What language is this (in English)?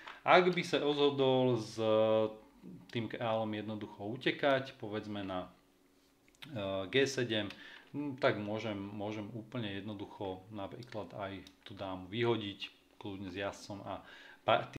Slovak